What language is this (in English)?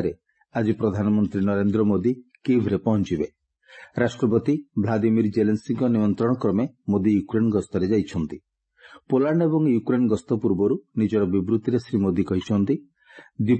Odia